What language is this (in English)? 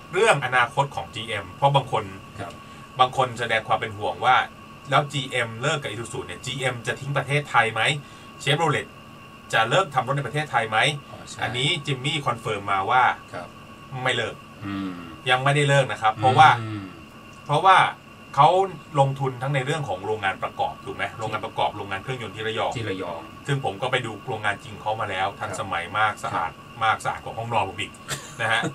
Thai